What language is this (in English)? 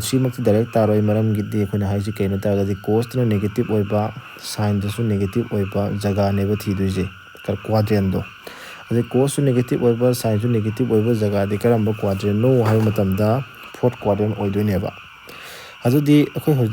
Manipuri